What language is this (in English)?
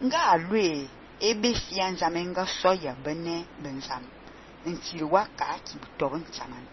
Fang